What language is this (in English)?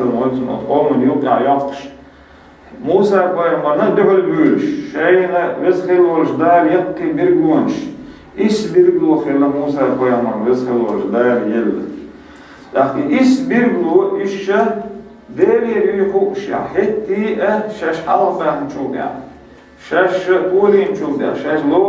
Chechen